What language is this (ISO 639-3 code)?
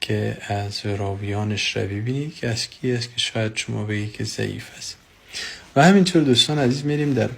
fas